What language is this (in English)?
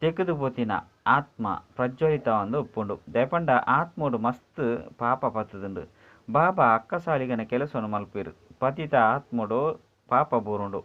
Tulu